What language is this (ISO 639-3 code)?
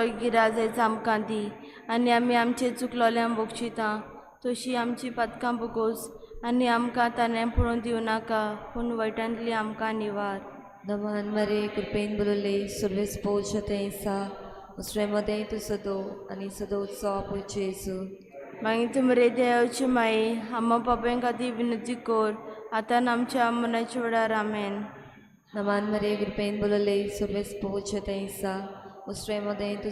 kok